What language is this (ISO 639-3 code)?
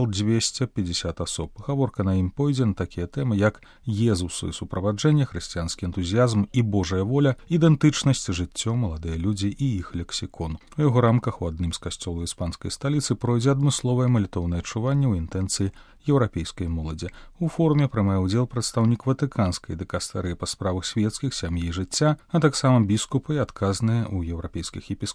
bel